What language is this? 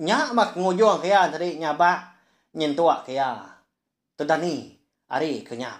Iban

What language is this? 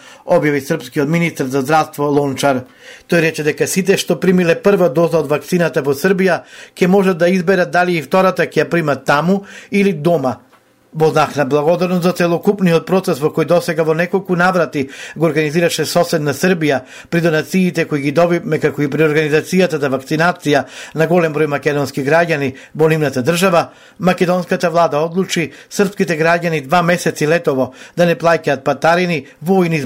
Macedonian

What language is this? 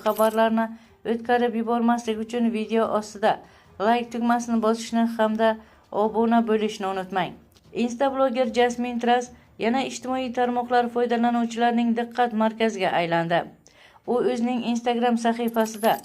Uzbek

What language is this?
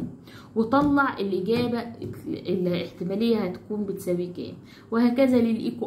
Egyptian Arabic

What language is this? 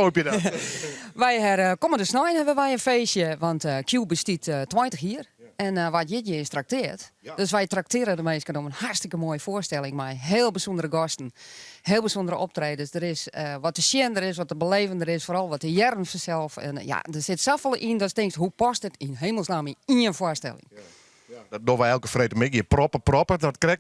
Western Frisian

